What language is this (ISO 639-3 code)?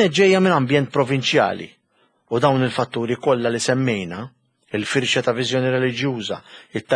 mlt